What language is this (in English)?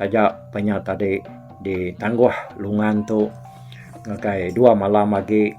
Iban